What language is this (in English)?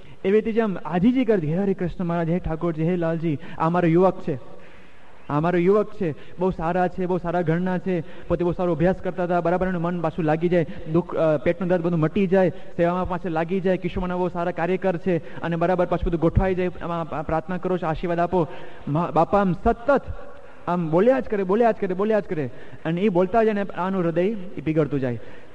Gujarati